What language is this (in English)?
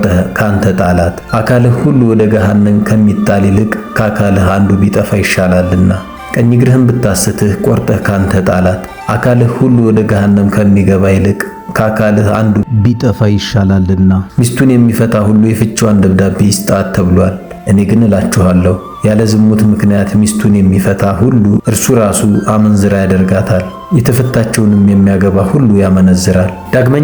Amharic